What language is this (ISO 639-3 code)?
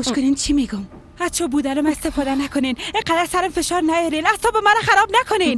fas